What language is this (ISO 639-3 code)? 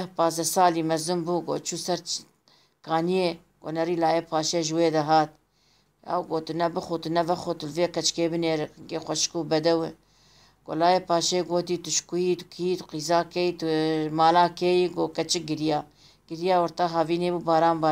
kur